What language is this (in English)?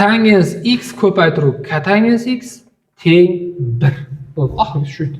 Uzbek